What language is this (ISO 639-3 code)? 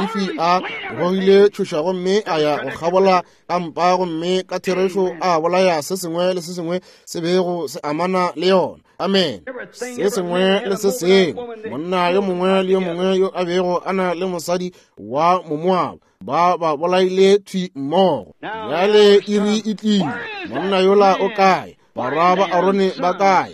nso